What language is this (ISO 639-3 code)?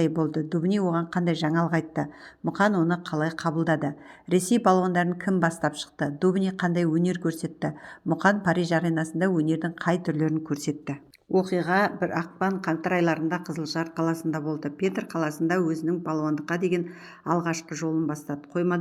kaz